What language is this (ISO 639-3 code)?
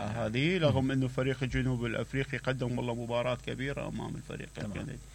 acm